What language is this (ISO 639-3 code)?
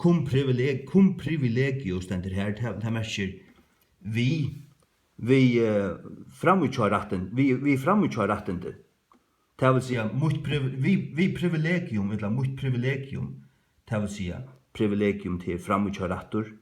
fao